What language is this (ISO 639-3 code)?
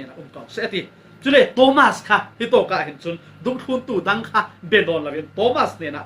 cfm